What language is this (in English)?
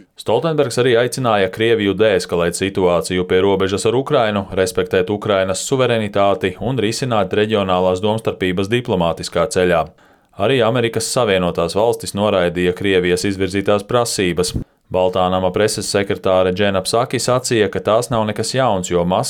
Latvian